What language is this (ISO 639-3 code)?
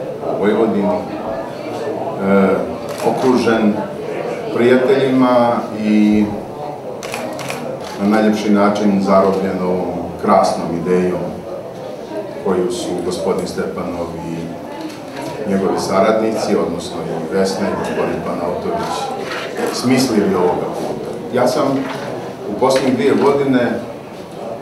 srp